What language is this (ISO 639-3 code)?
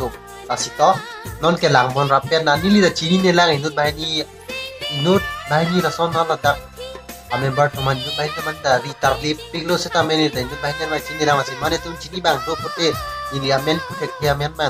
mjw